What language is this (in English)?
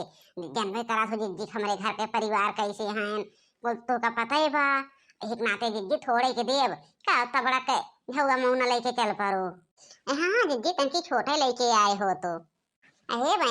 Awadhi